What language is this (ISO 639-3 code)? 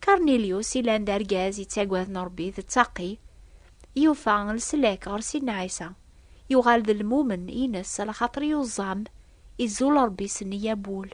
kab